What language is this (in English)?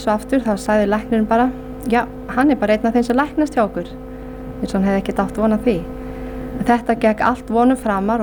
Icelandic